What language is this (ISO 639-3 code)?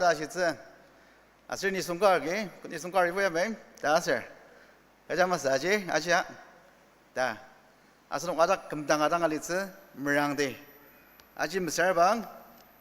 njo